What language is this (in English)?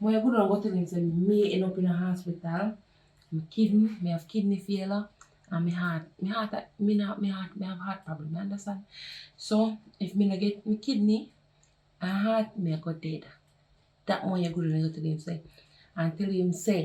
Jamaican Creole English